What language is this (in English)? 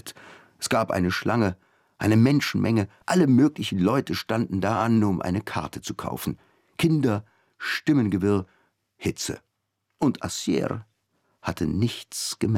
German